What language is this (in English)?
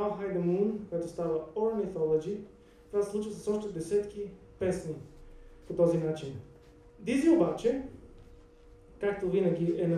Bulgarian